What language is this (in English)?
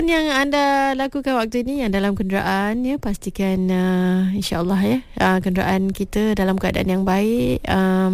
Malay